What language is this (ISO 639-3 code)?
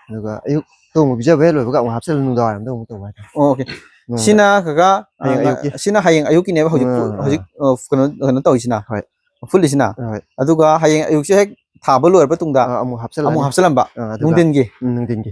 mni